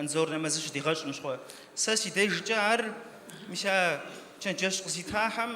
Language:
Kabardian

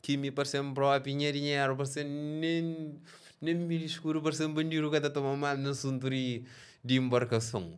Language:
Kabuverdianu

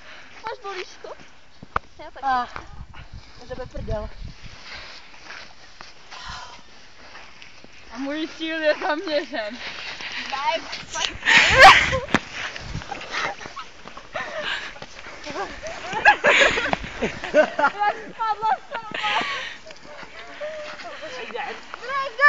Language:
Czech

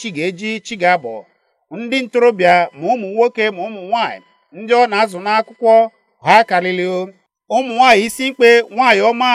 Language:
Igbo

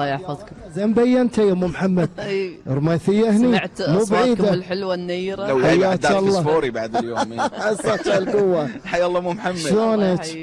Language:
Gulf Arabic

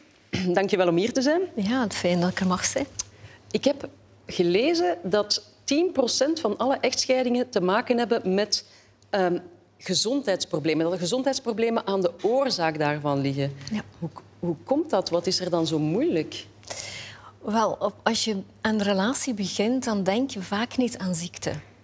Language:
Dutch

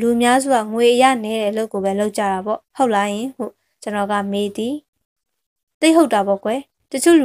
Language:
Burmese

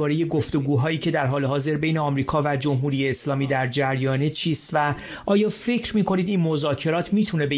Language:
Persian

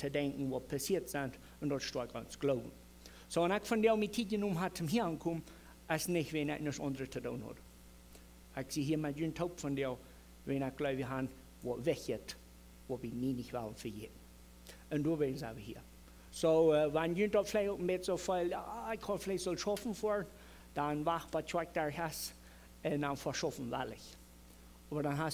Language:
Plautdietsch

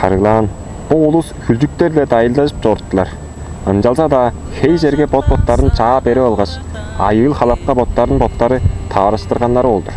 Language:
Tuvinian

